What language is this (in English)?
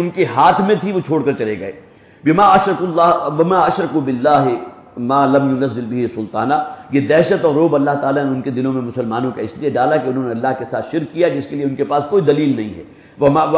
Urdu